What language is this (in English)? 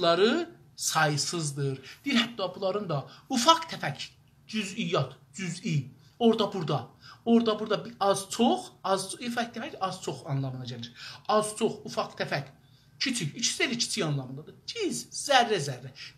South Azerbaijani